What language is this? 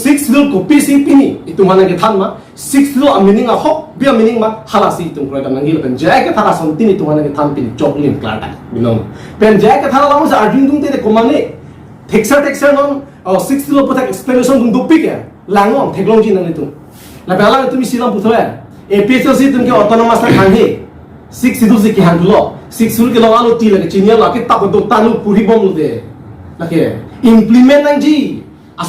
Karbi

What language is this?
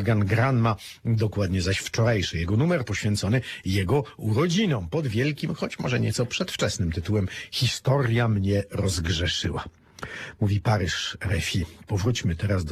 Polish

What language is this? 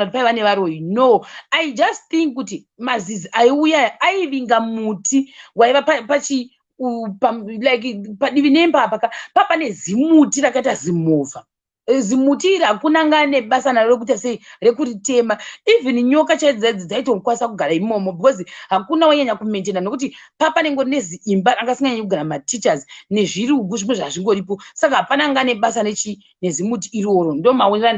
Shona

